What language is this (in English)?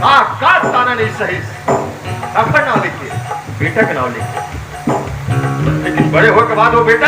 Chhattisgarhi